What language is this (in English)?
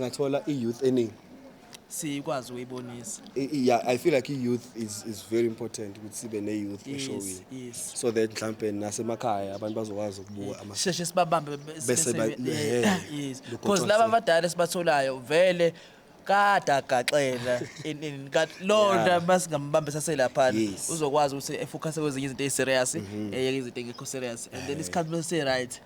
Zulu